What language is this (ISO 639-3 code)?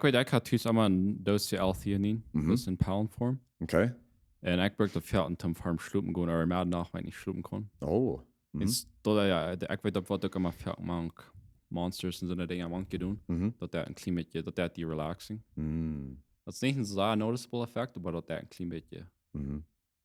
pdt